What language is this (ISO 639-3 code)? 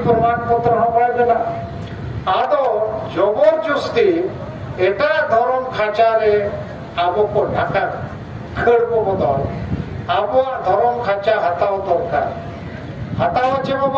sat